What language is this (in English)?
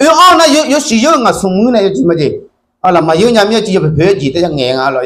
Akha